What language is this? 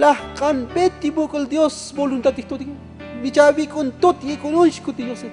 Tzotzil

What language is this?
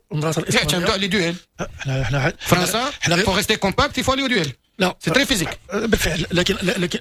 Moroccan Arabic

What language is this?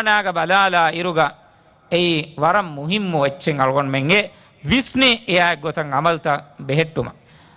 Divehi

